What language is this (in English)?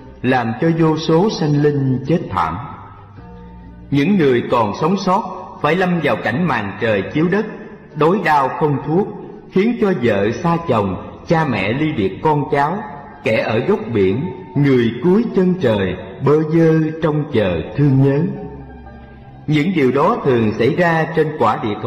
Vietnamese